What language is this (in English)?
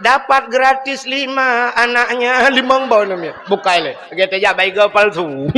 Achinese